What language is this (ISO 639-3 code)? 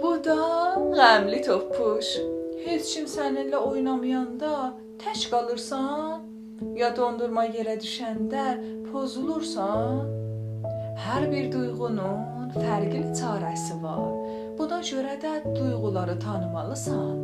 azb